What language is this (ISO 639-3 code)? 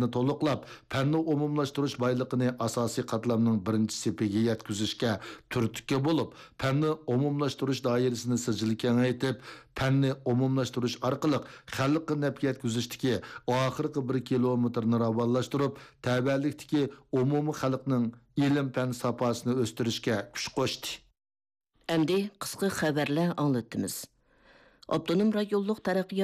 uig